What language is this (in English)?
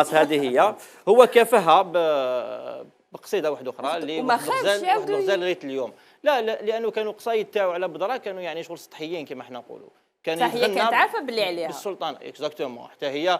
Algerian Arabic